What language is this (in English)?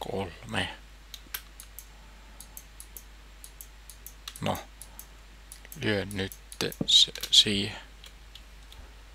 Finnish